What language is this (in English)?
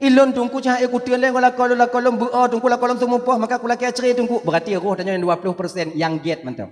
Achinese